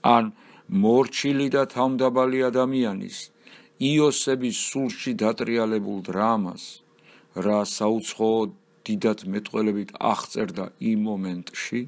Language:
Georgian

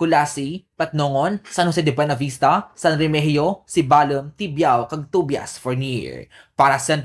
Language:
Kinaray-a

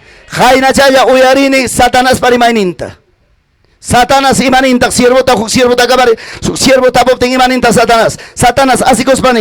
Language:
Ayacucho Quechua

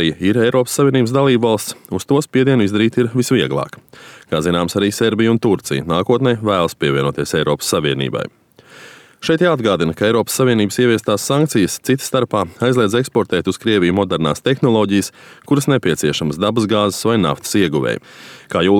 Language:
Latvian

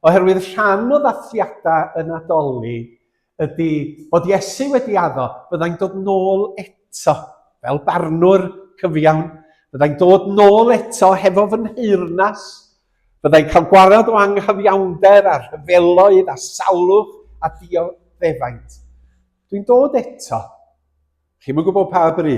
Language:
Welsh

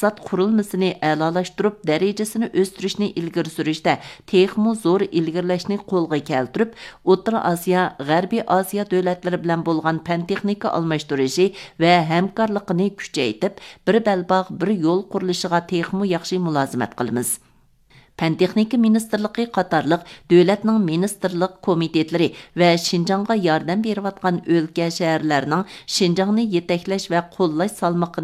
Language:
Uyghur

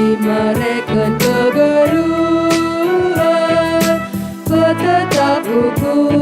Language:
Batak Karo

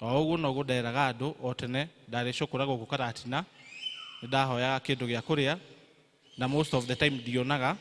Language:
Kikuyu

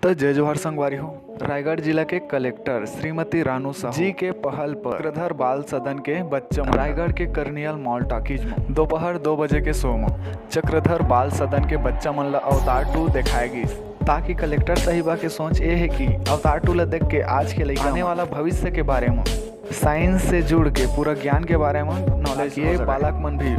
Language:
Chhattisgarhi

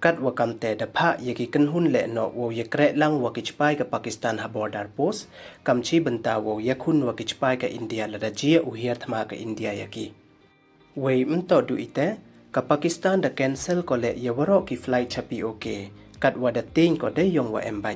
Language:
Pnar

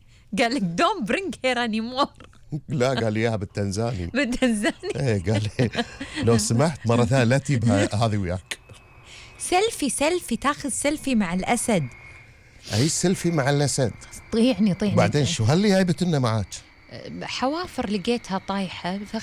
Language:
Gulf Arabic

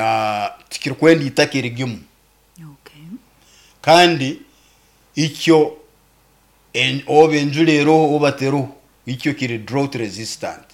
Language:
Nyoro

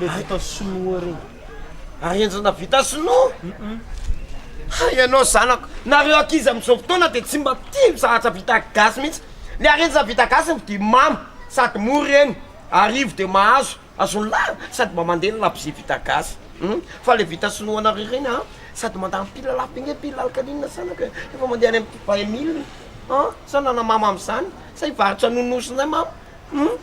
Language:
Malagasy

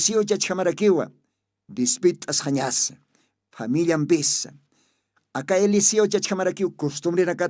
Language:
Aymara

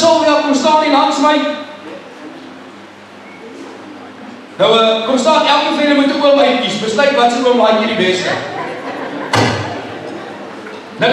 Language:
Afrikaans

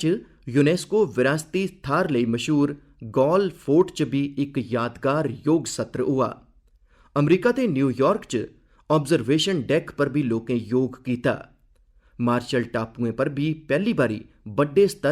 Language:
Dogri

